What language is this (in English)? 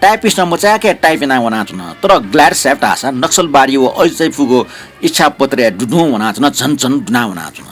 Newari